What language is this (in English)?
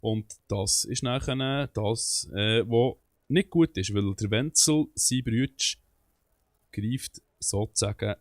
Swiss German